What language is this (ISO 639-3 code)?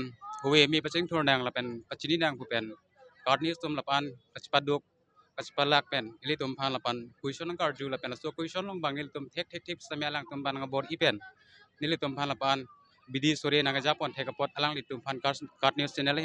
mjw